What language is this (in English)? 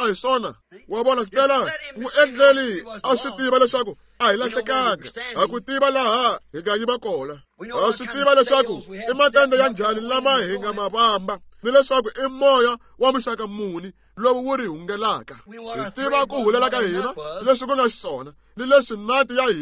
Tsonga